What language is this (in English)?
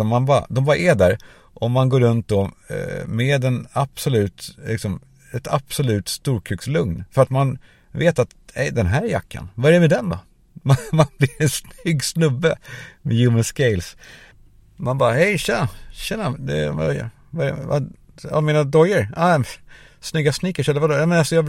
Swedish